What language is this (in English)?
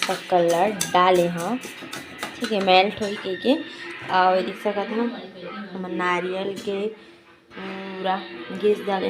Chhattisgarhi